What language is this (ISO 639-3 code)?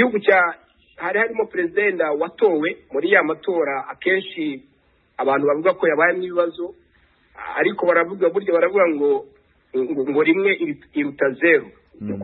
kin